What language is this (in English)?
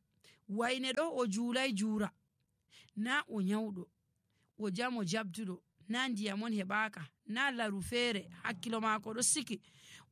Nigerian Fulfulde